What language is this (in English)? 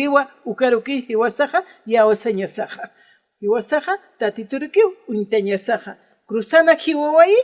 Aymara